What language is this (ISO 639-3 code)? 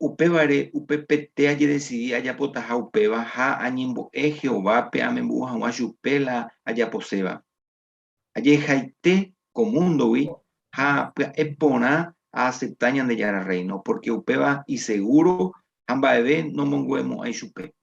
grn